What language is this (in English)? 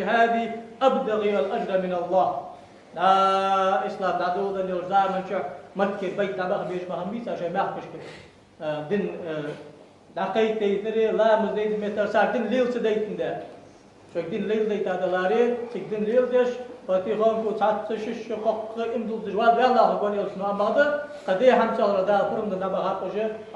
Ingush